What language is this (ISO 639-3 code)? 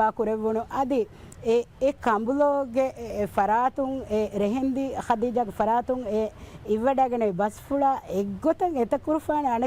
div